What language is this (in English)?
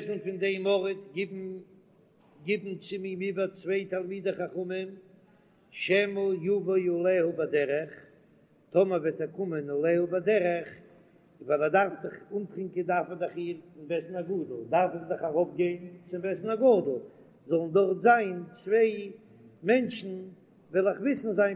Yiddish